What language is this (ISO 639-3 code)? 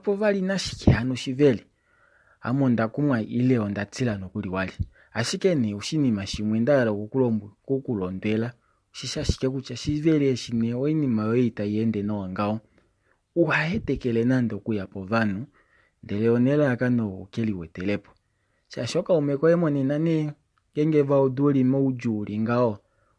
kua